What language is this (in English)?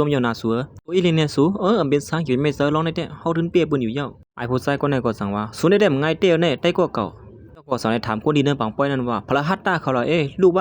Shan